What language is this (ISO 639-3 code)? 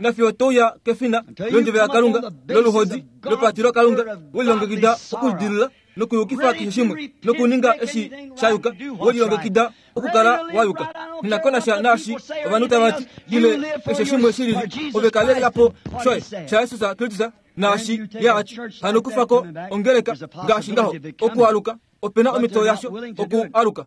kua